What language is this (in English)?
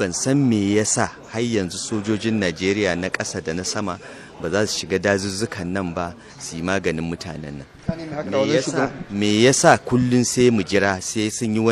Hausa